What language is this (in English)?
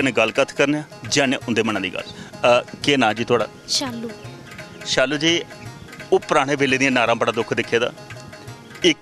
Dogri